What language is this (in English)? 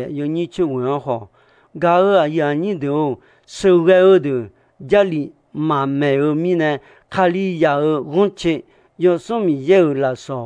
Akha